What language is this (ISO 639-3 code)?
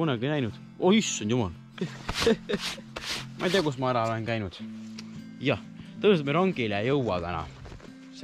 est